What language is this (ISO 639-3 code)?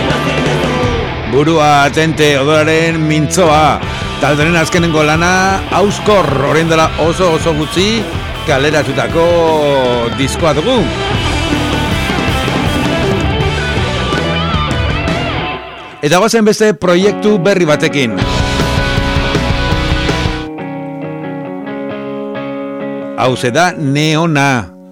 eus